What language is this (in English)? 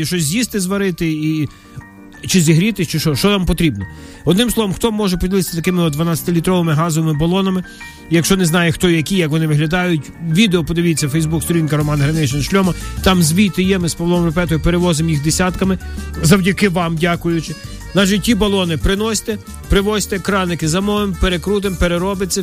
Ukrainian